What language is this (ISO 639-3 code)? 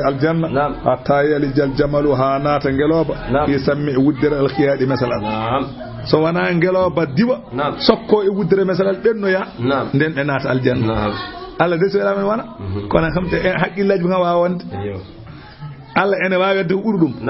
ful